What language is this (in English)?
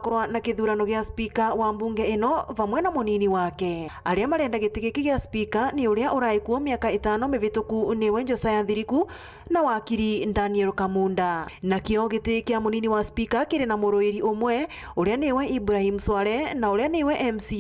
Meru